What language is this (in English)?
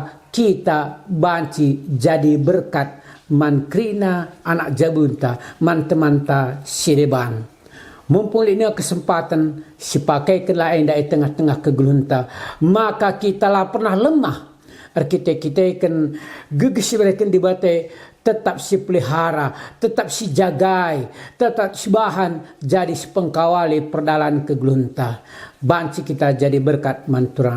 Batak Karo